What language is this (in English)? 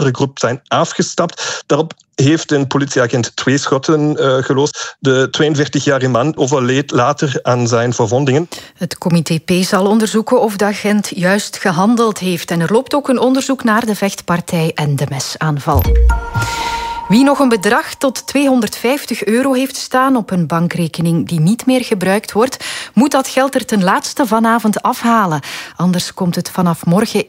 Dutch